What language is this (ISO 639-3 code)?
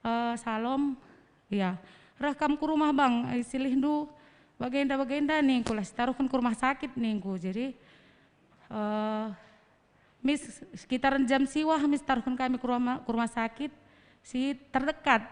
btx